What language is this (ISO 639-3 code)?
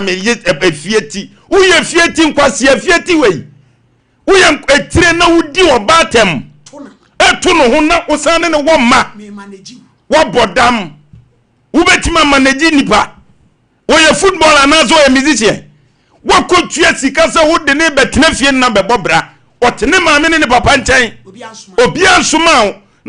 aka